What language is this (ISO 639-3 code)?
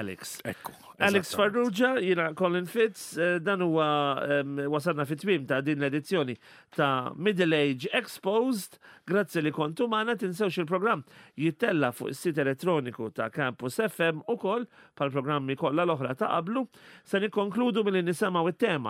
mlt